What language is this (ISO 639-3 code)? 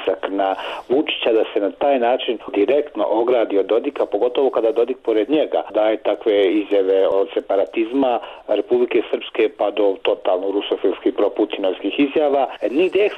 bos